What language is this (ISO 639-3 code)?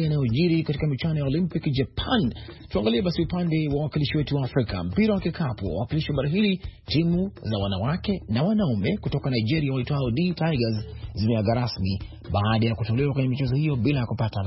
swa